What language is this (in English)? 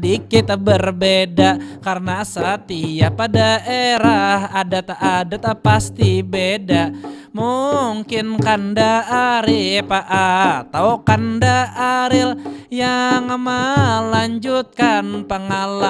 Banjar